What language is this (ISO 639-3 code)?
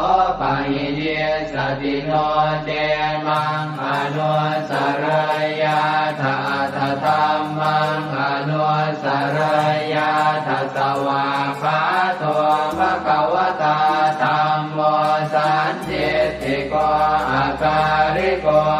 pli